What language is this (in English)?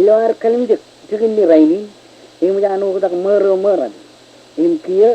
Marshallese